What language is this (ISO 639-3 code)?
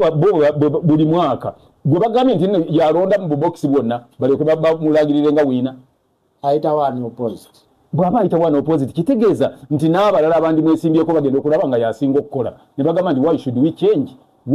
lug